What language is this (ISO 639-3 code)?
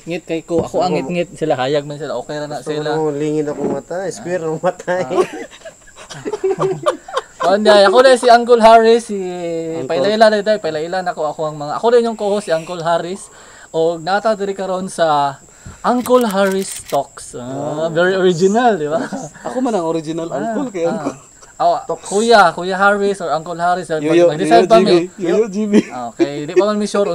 ceb